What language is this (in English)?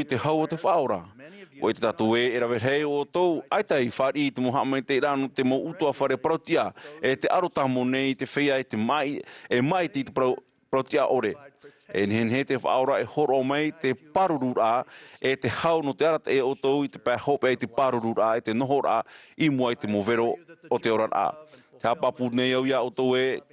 Tahitian